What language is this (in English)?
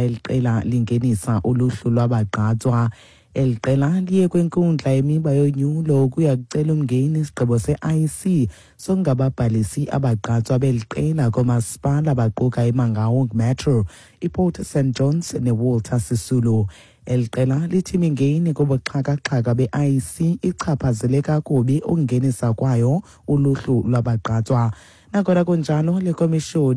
Xhosa